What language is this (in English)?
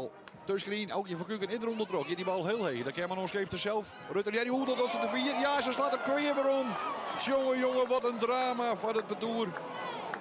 Western Frisian